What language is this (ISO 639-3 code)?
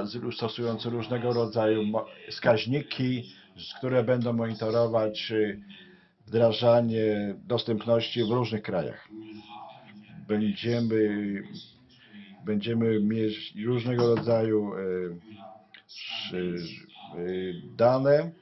pol